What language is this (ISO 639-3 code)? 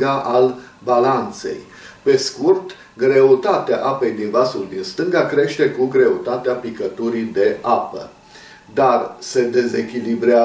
ron